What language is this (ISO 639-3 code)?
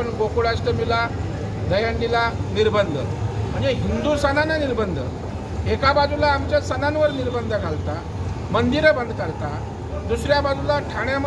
mar